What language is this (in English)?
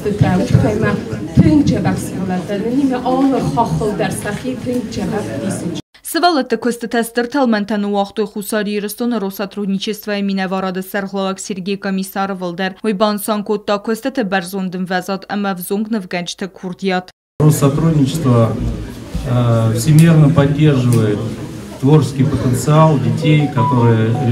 Ossetic